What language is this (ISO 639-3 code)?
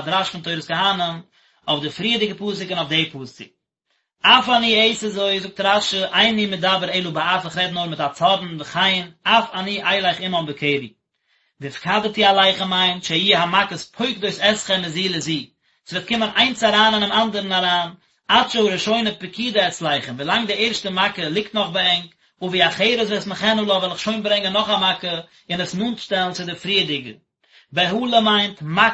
yid